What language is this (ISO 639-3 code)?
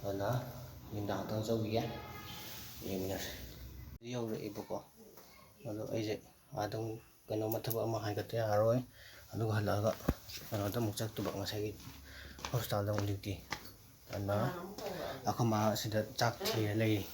mni